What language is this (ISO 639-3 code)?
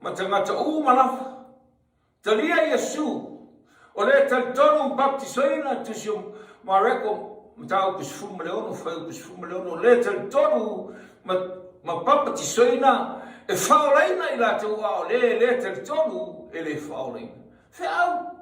smo